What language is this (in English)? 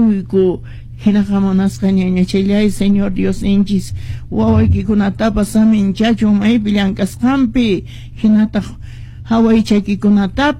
Quechua